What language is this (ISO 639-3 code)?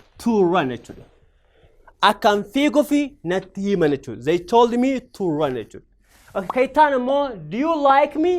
orm